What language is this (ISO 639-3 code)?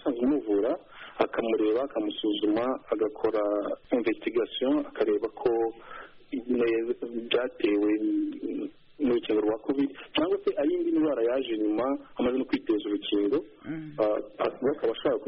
kin